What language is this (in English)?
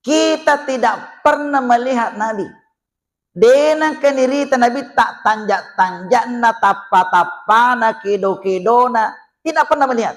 Buginese